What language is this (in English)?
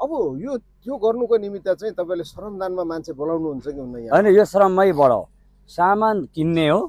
Nepali